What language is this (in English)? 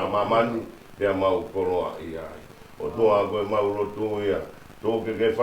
Tongan